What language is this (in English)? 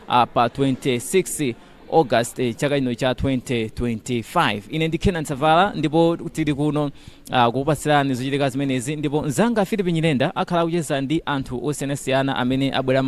Nyanja